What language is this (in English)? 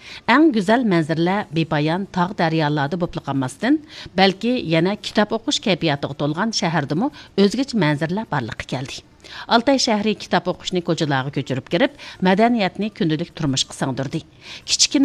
Uyghur